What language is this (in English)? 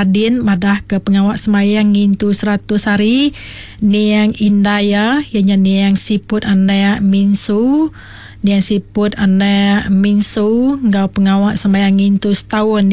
Iban